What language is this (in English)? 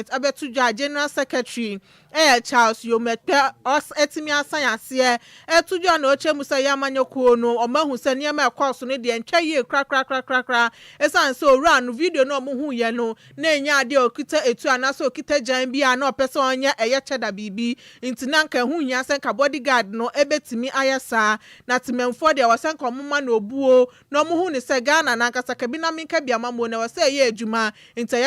Akan